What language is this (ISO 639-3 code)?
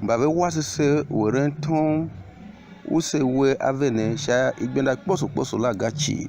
tiv